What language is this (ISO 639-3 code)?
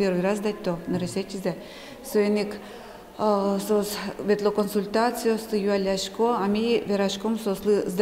udm